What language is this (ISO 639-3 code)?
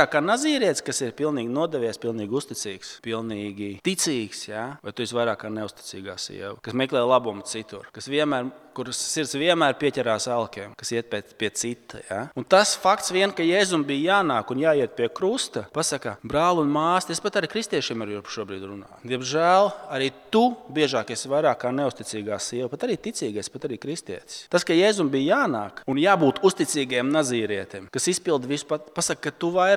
lav